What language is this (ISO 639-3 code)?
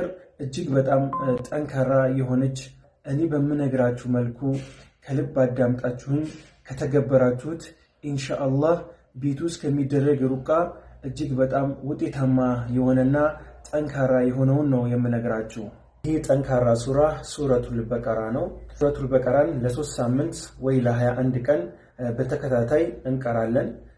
amh